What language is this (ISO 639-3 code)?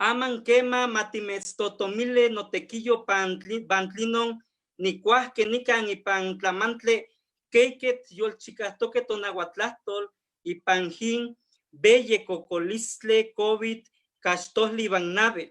nhe